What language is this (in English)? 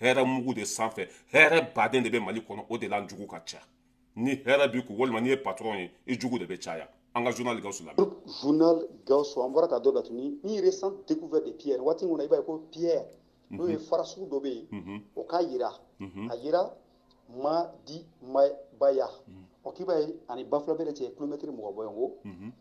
Bambara